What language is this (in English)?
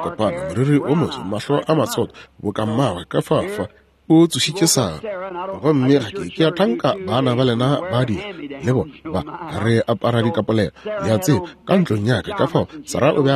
Northern Sotho